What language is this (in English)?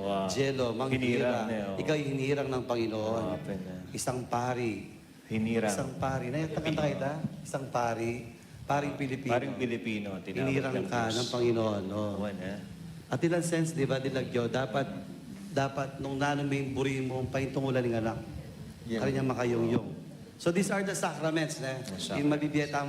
Pampanga